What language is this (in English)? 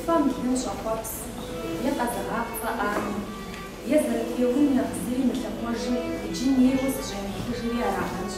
Kabardian